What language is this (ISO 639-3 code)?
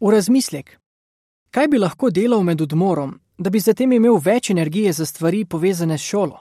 slv